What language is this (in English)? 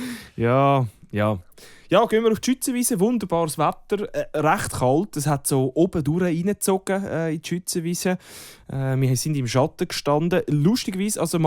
Swiss German